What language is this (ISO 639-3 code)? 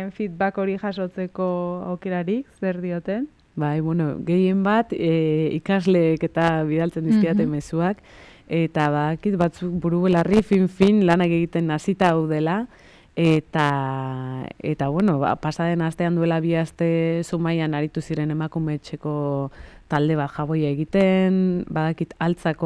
eus